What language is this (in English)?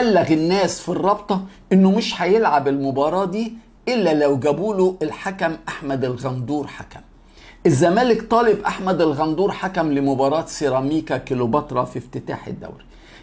Egyptian Arabic